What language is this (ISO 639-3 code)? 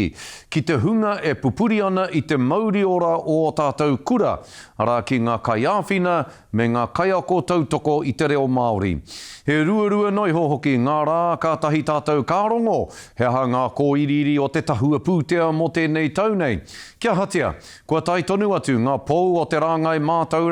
mri